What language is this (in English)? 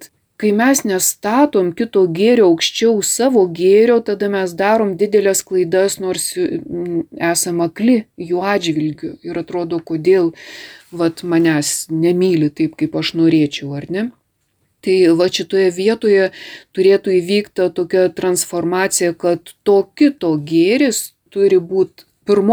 Lithuanian